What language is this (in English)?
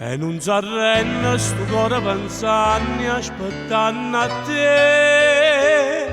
Neapolitan